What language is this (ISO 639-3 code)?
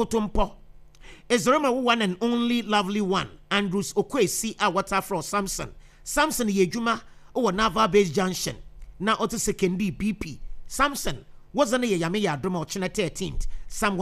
aka